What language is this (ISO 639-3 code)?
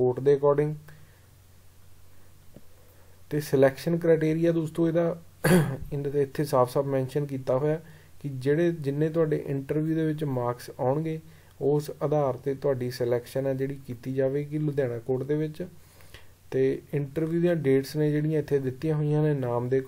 pan